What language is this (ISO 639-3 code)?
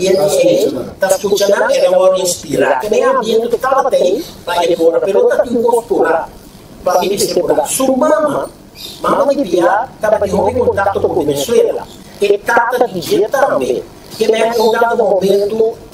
pap